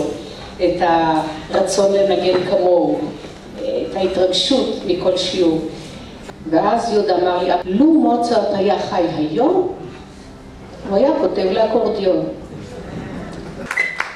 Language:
Hebrew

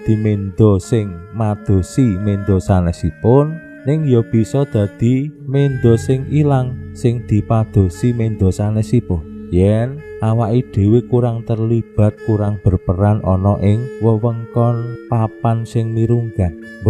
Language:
Javanese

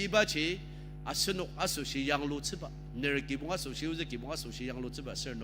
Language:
Ao Naga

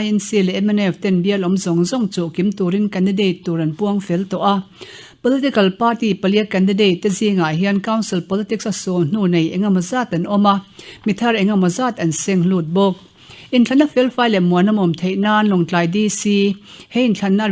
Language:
Mizo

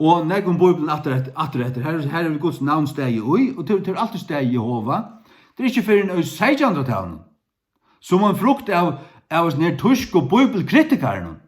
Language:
Faroese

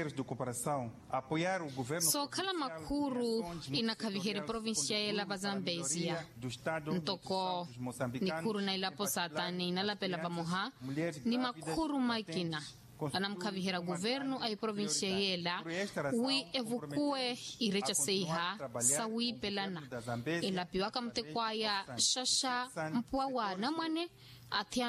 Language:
Makhuwa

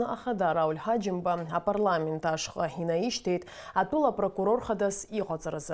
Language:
Abkhazian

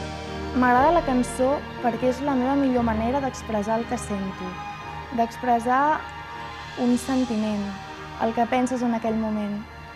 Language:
Catalan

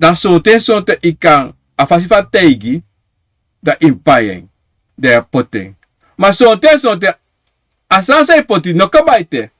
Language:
Sranan Tongo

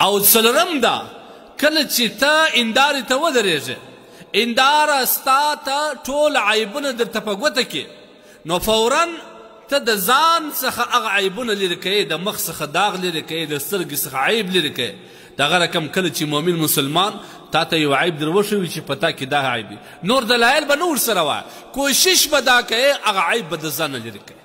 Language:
Pashto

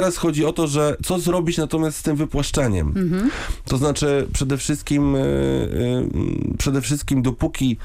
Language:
Polish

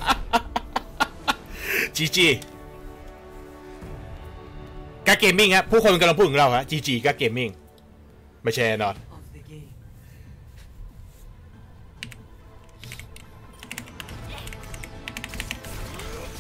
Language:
Thai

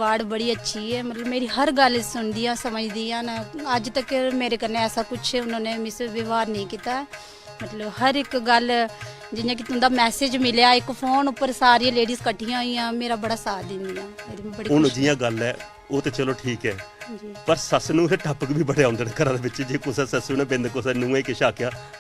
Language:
Dogri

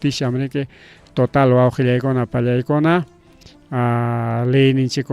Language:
Ayacucho Quechua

